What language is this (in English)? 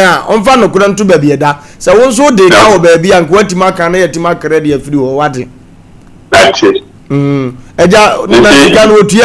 Akan